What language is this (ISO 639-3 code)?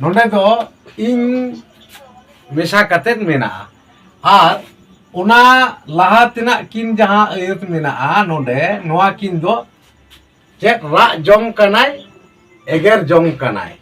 sat